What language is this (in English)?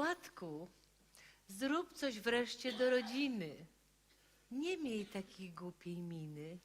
Silesian